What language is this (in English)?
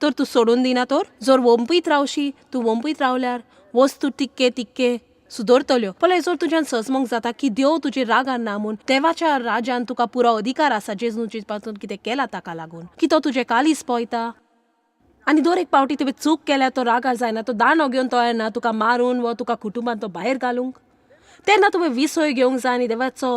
Konkani